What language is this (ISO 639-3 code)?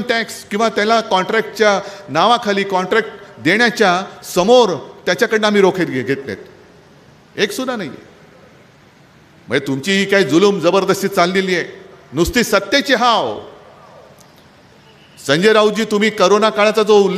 mar